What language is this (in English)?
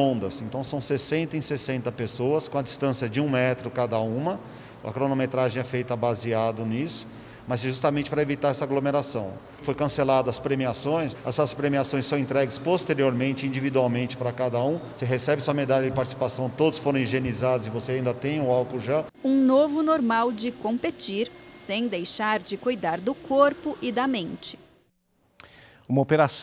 Portuguese